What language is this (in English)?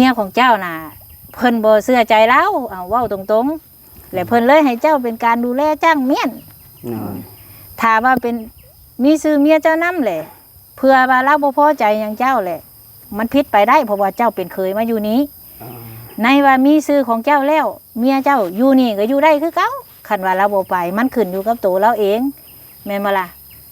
Northeastern Thai